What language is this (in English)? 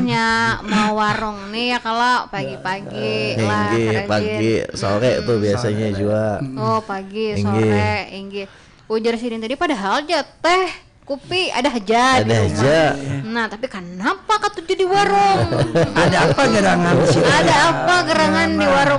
Banjar